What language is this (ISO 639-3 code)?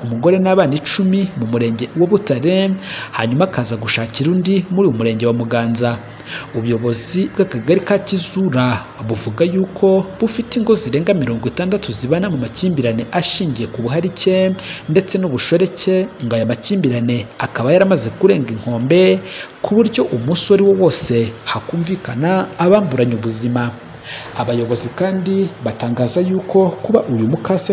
kin